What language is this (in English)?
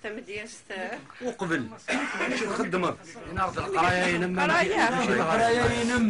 Kabyle